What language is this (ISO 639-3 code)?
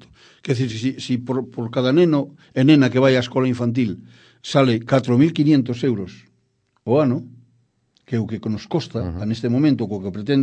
glg